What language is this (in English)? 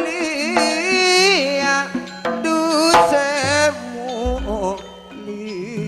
Madurese